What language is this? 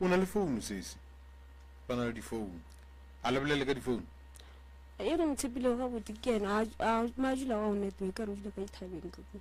Northern Sotho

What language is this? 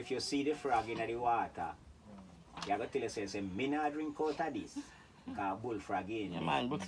Jamaican Creole English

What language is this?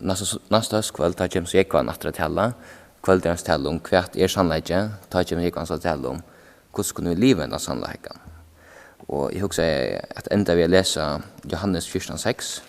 Faroese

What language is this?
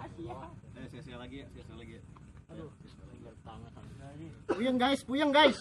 Betawi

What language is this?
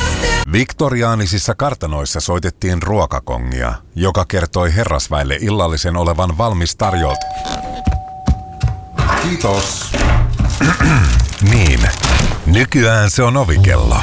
Finnish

